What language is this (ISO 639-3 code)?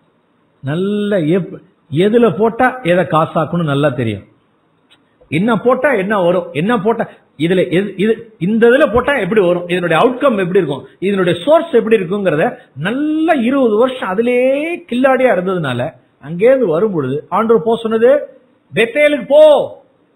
tam